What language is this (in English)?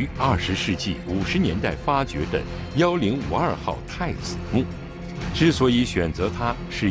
Chinese